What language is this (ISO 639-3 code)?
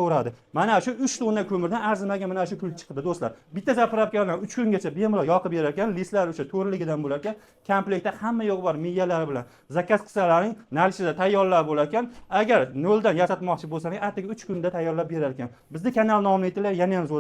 uzb